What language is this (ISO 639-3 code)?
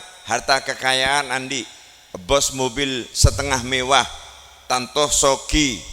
mad